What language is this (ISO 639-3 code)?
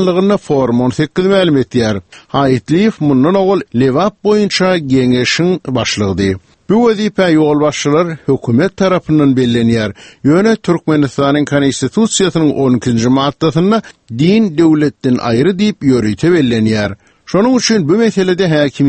tuk